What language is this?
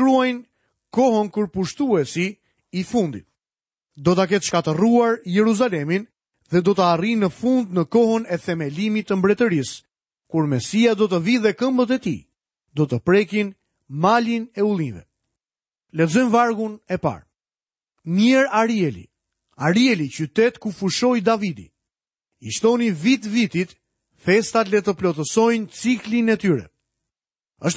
Albanian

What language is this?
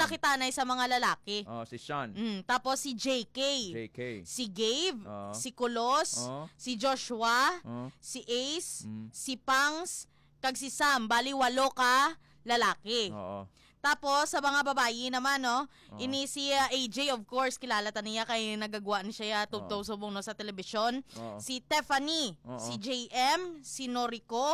Hiligaynon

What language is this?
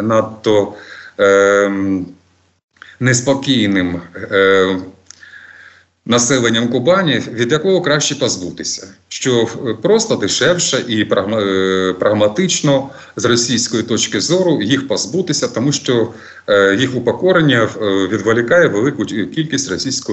Ukrainian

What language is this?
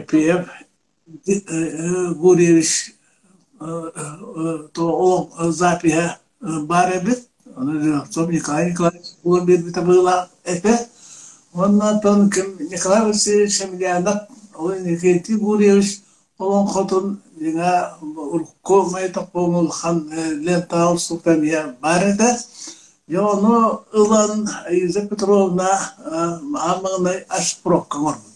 Yakut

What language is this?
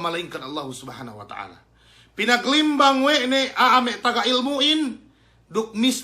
Yakan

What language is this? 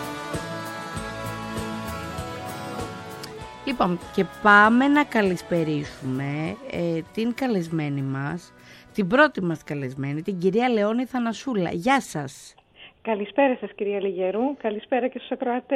Greek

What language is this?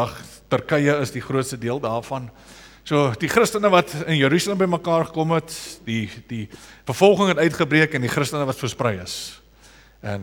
Afrikaans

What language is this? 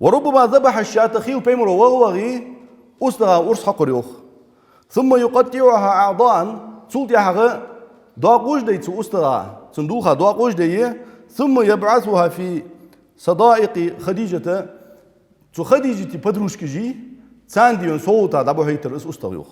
Ingush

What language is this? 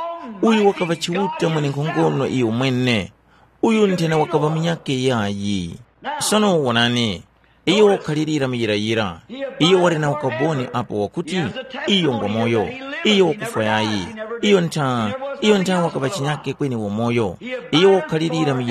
Tumbuka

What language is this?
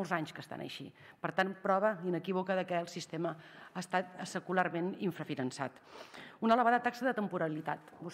Catalan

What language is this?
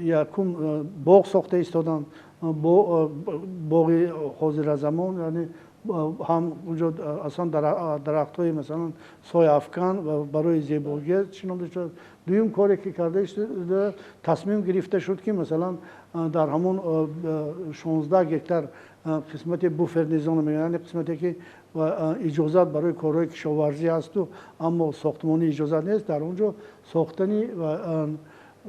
Tajik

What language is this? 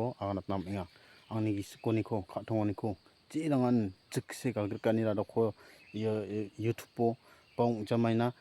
Garo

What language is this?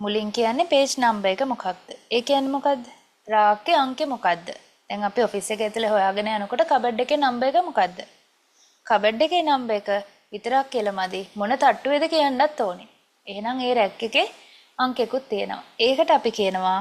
Sinhala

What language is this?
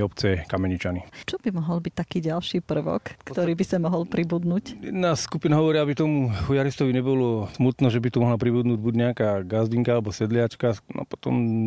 Slovak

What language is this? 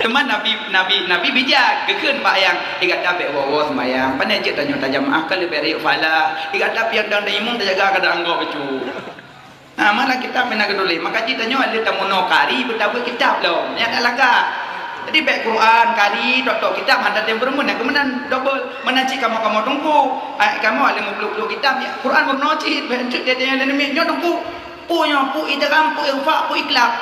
Achinese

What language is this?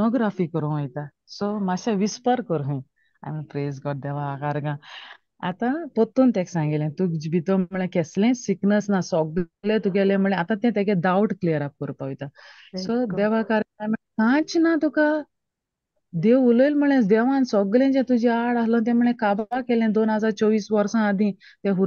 Konkani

